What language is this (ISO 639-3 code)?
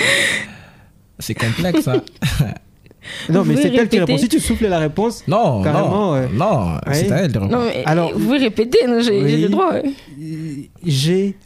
fra